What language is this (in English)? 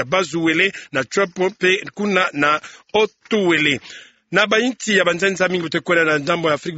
Kituba (Democratic Republic of Congo)